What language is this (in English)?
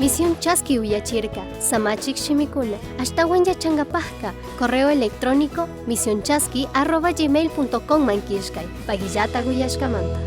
Chimborazo Highland Quichua